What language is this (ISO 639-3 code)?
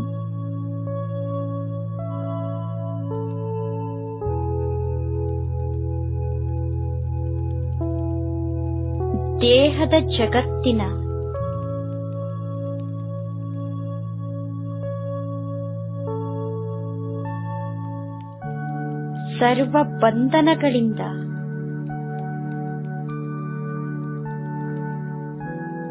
kan